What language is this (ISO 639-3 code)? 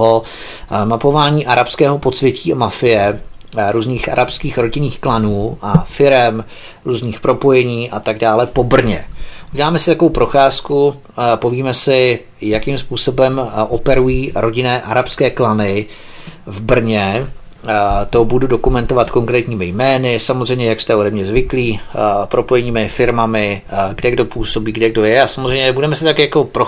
ces